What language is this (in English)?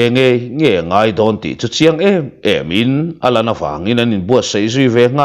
Mizo